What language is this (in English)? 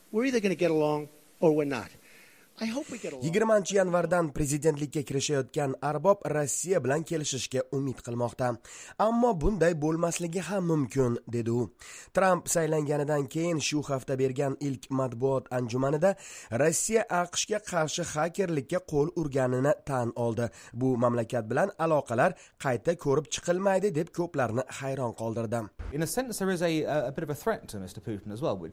Uzbek